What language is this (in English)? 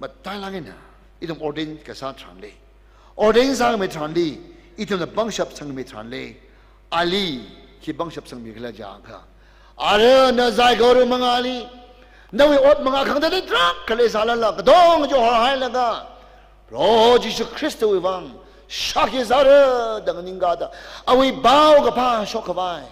Tangkhul Naga (India)